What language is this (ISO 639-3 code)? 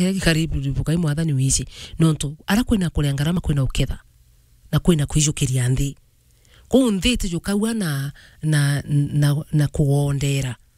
mer